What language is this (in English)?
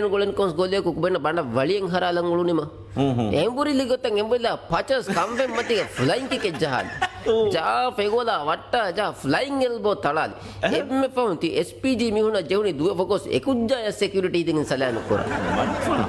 Divehi